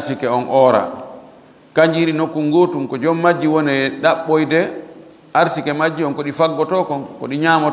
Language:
Fula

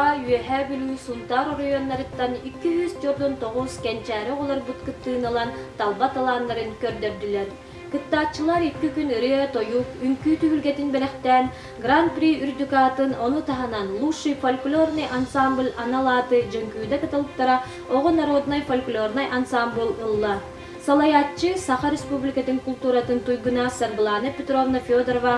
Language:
Yakut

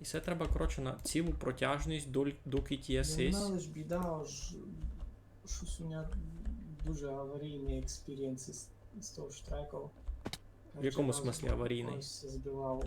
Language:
Rusyn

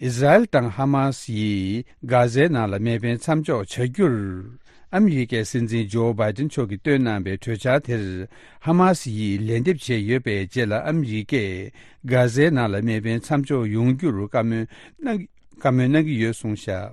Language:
Tibetan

